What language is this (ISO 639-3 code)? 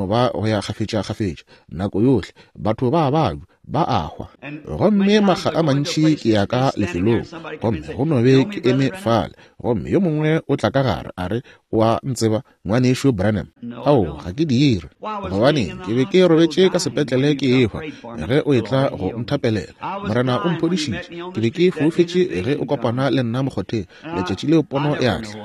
nso